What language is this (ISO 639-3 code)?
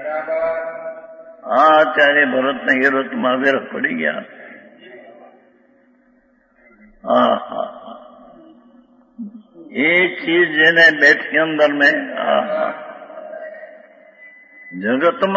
guj